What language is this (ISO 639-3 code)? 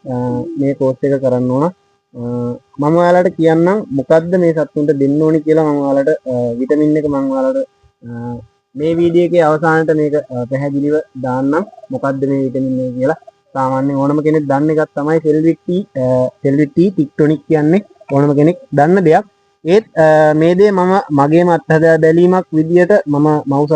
sin